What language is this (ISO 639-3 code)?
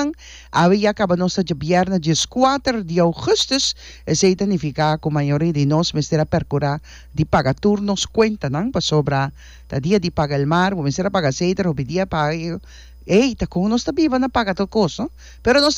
pap